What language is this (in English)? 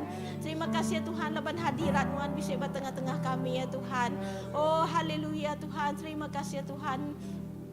Iban